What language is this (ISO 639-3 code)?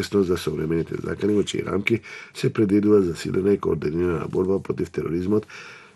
mkd